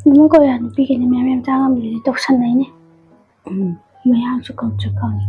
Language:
Manipuri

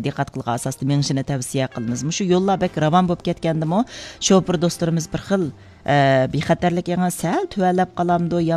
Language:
Uyghur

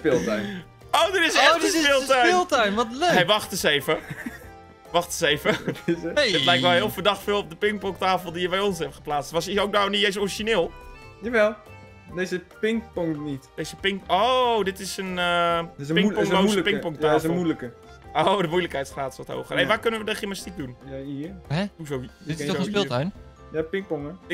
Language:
Dutch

